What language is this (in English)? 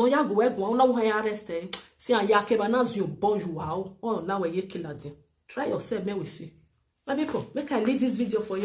Nigerian Pidgin